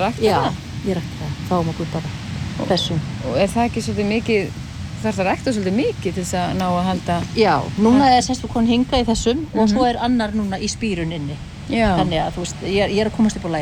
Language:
Icelandic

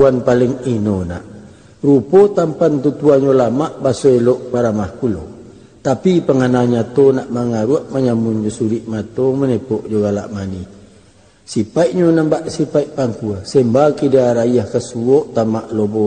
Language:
Minangkabau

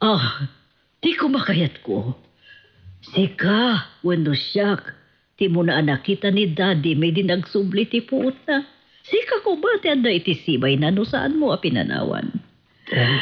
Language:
Iloko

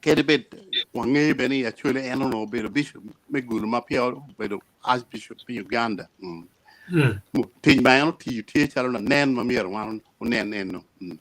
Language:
Acoli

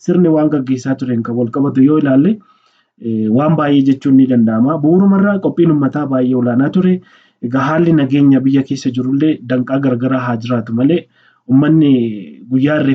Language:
Oromo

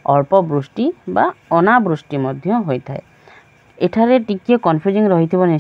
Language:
Odia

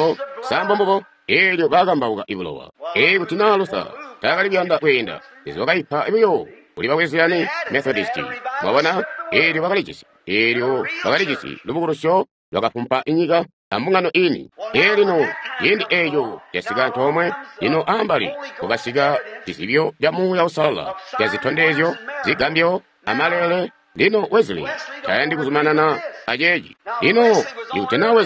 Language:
Tonga (Zambia)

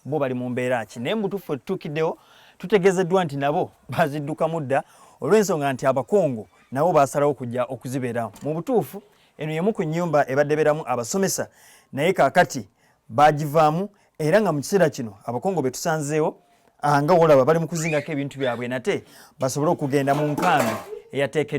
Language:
Ganda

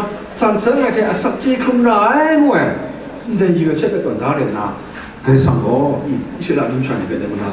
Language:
Kachin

